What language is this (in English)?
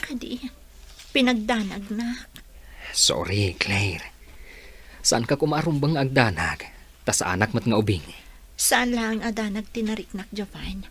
Iloko